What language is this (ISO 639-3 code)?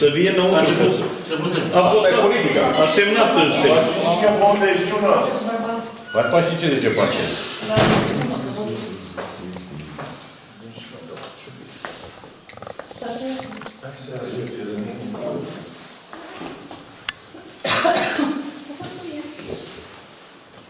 ron